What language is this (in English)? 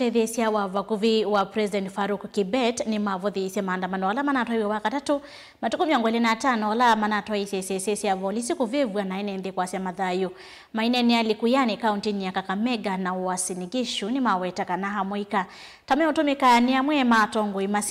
Kamba